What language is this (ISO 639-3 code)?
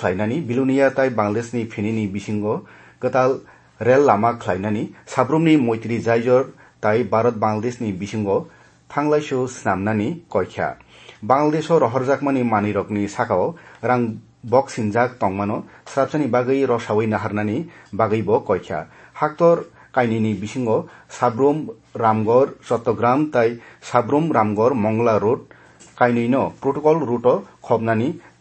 trp